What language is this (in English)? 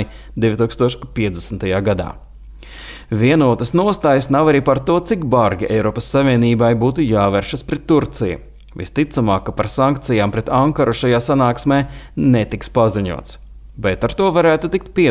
Latvian